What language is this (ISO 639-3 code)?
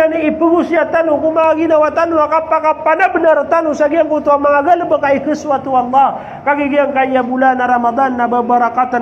mrw